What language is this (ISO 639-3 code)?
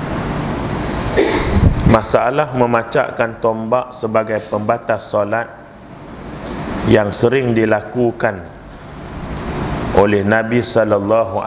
msa